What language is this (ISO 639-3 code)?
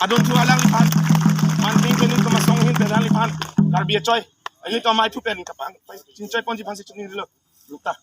mjw